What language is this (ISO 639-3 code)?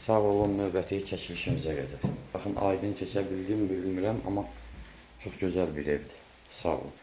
aze